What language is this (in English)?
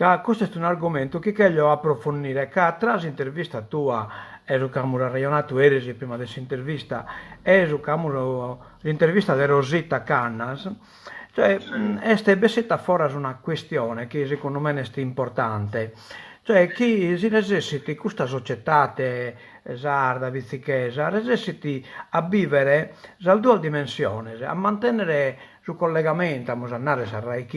Sardinian